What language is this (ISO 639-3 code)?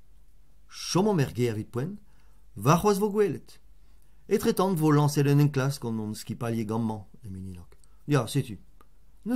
bre